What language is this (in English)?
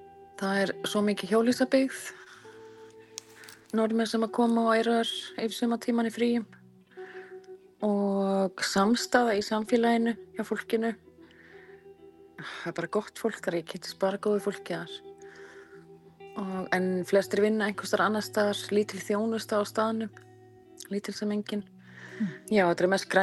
Icelandic